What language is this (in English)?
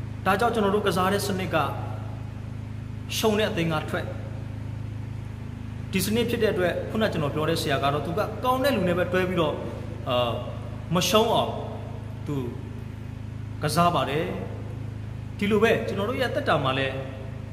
Burmese